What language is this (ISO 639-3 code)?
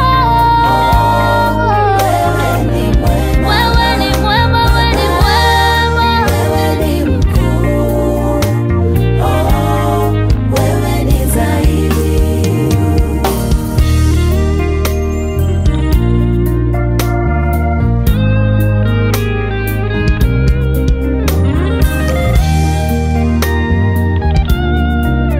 swa